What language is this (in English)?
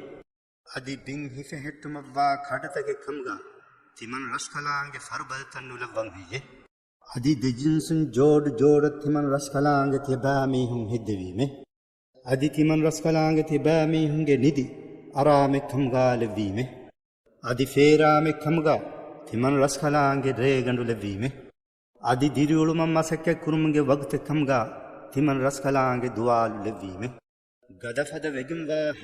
Divehi